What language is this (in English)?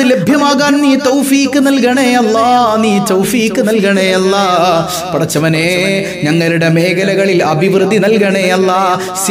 Malayalam